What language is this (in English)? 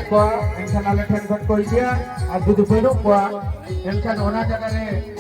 Santali